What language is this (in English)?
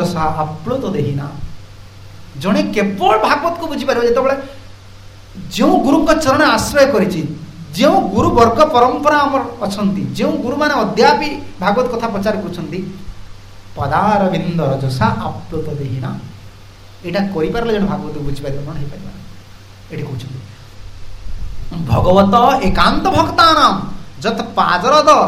Odia